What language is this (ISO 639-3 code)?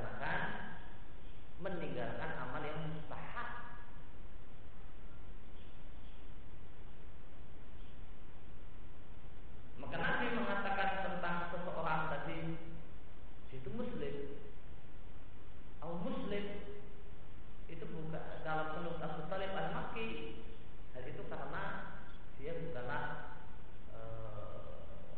ind